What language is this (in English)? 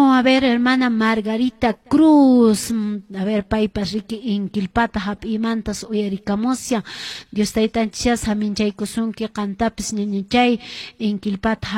Quechua